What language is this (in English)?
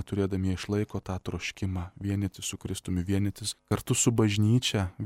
Lithuanian